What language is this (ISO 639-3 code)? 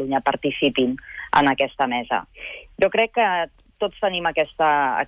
cat